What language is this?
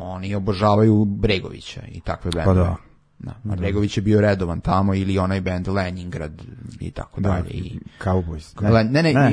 Serbian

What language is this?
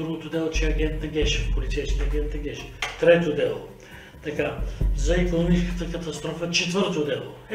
Bulgarian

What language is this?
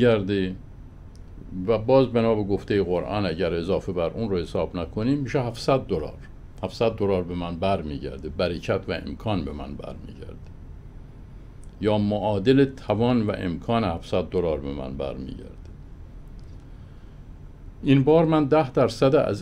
Persian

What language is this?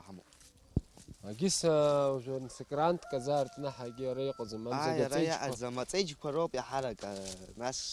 Abkhazian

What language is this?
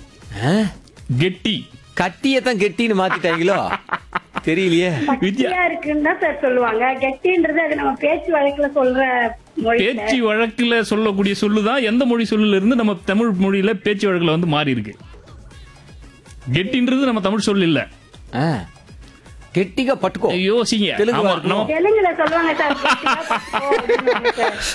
Tamil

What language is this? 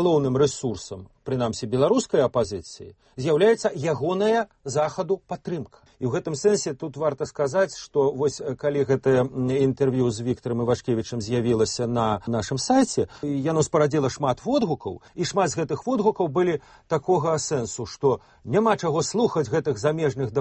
Belarusian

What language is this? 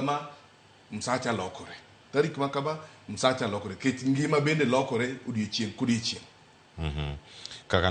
Luo (Kenya and Tanzania)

